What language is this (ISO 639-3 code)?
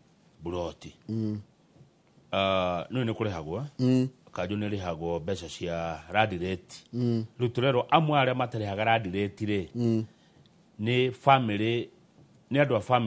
kik